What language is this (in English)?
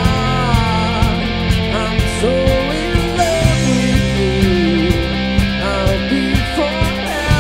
English